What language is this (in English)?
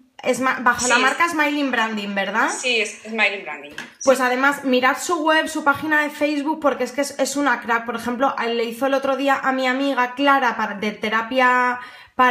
Spanish